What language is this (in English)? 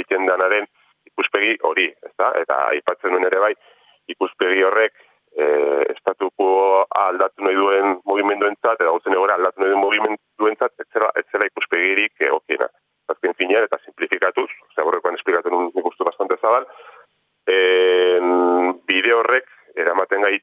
Basque